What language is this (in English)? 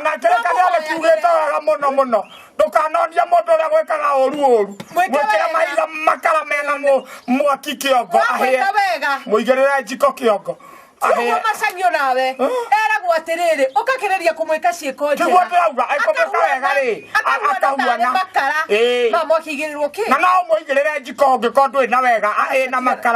Kikuyu